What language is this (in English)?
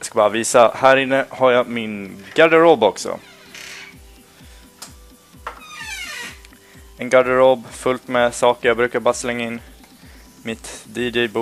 Swedish